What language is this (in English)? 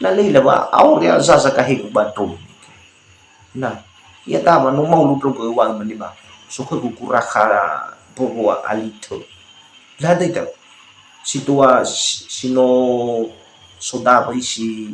Nias